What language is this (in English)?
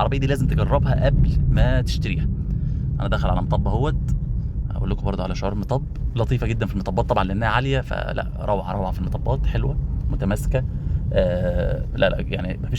Egyptian Arabic